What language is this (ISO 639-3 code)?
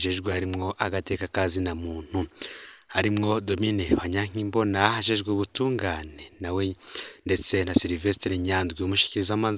run